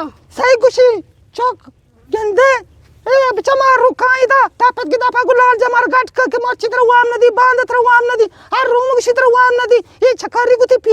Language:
Eastern Balochi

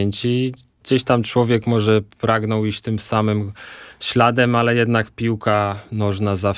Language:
Polish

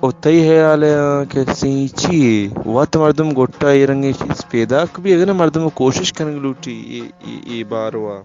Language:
Eastern Balochi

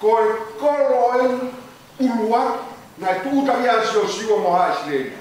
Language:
Tongan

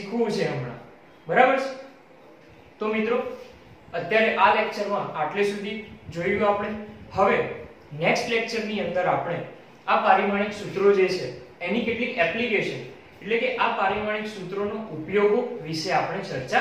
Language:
Gujarati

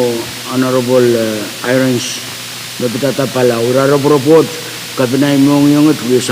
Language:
Pohnpeian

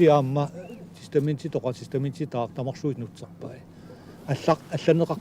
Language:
Kalaallisut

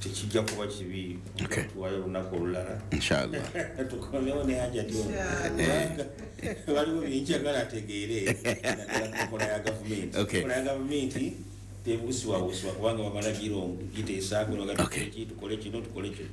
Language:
Ganda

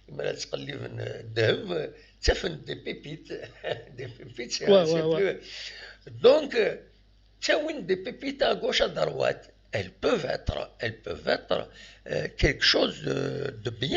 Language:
Kabyle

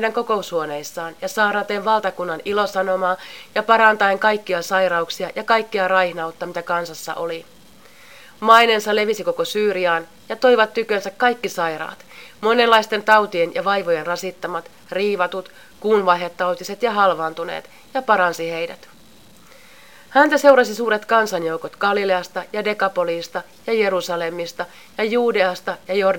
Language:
Finnish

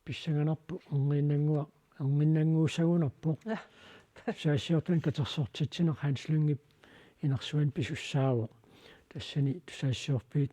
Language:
Kalaallisut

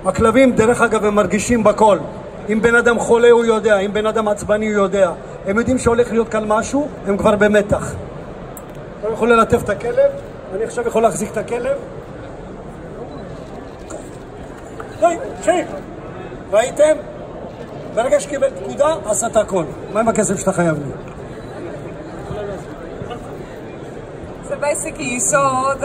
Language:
Hebrew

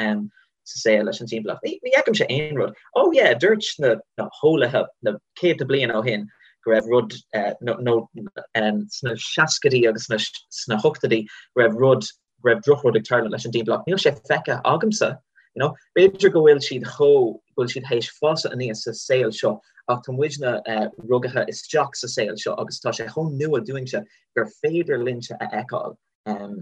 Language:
Irish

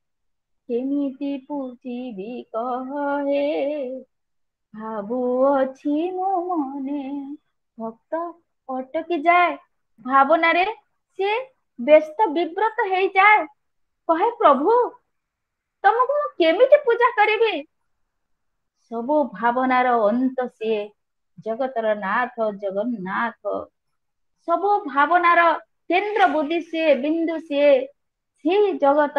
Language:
Odia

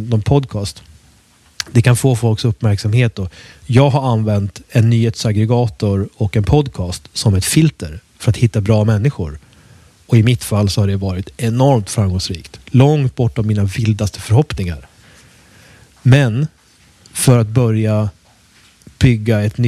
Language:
Swedish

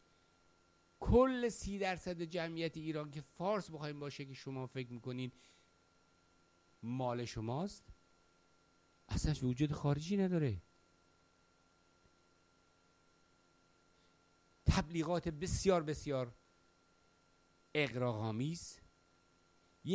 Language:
Persian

